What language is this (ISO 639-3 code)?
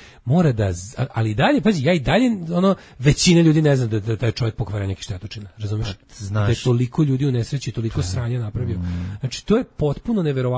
srp